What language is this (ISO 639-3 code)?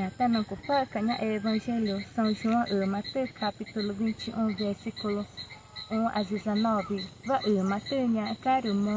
tca